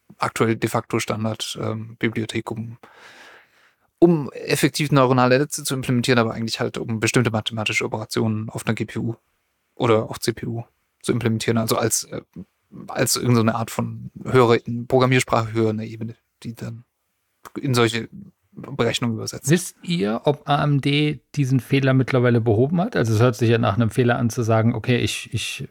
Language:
German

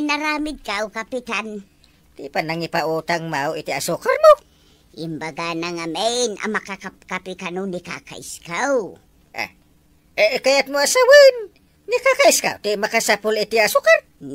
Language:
Iloko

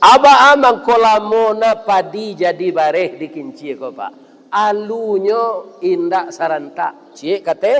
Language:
Minangkabau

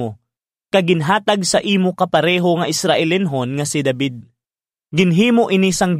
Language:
Hiligaynon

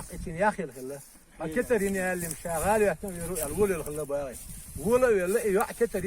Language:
Chechen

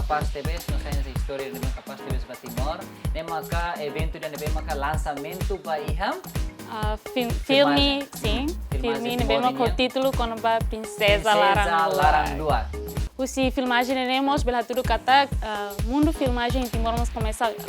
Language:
Tetum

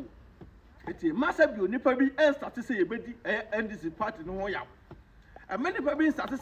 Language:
Akan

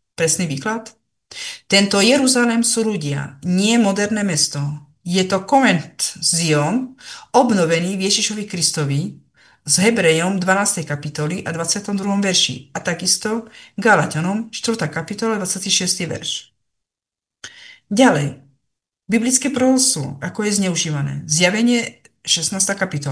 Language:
Slovak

